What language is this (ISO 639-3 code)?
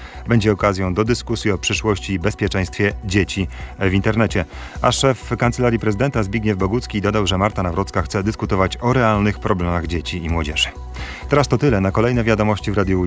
pol